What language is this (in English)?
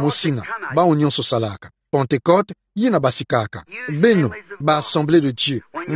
Kituba (Democratic Republic of Congo)